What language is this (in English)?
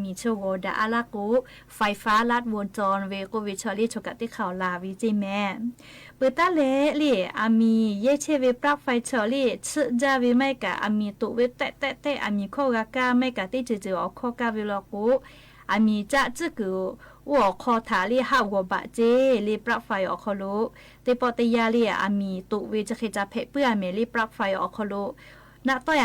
Lahu